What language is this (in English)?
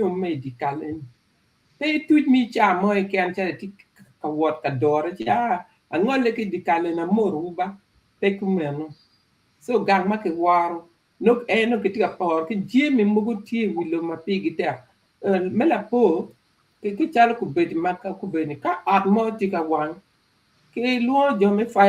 Acoli